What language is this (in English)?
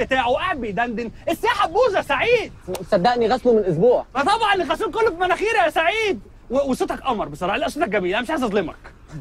Egyptian Arabic